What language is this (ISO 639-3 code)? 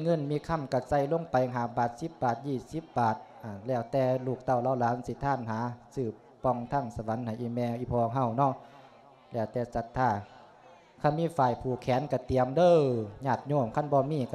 lao